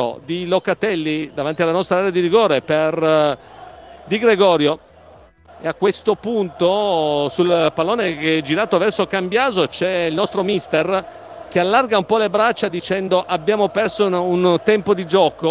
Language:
Italian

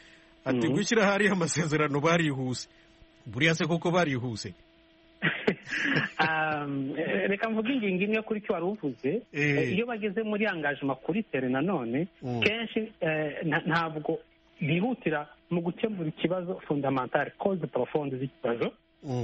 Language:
Kinyarwanda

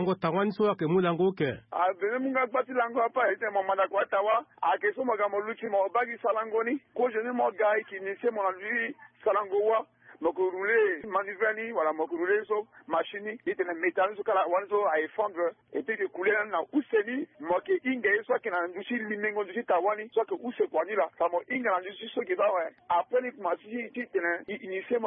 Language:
Sango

